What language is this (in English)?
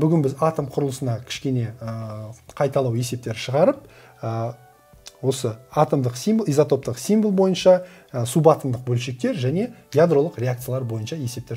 Kazakh